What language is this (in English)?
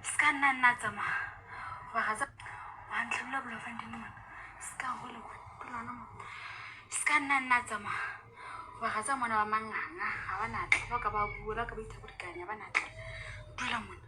Southern Sotho